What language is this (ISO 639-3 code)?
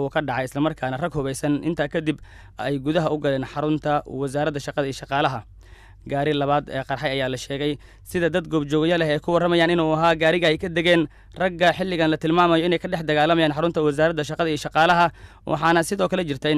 som